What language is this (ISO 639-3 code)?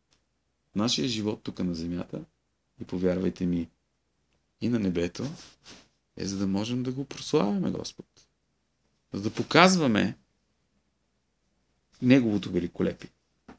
bul